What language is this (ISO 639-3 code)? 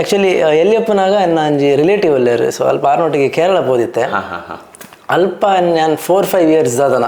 tcy